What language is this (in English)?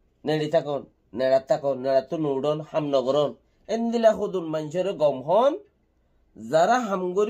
Rohingya